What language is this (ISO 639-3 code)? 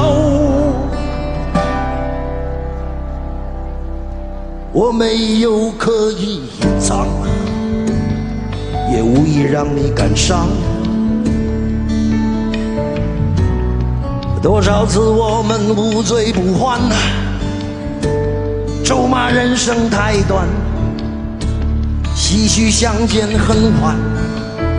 zho